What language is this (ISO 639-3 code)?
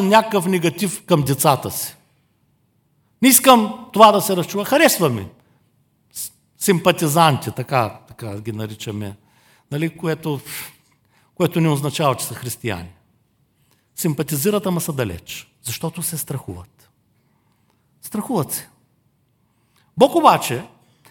bul